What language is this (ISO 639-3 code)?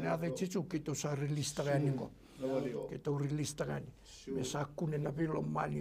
fij